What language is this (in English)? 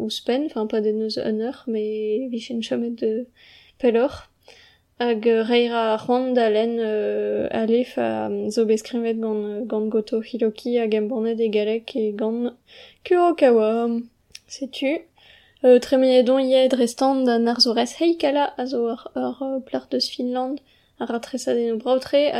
Breton